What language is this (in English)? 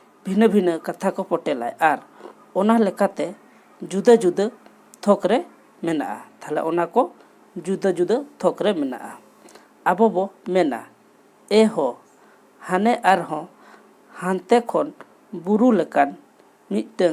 Santali